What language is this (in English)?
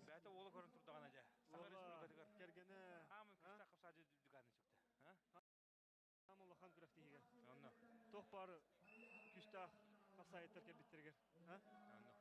Yakut